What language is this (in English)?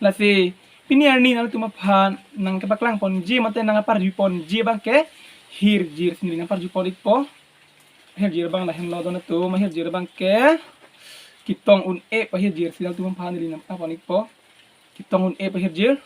Karbi